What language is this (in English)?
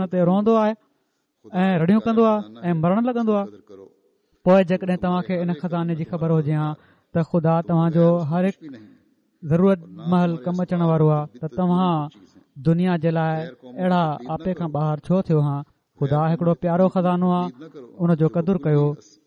Sindhi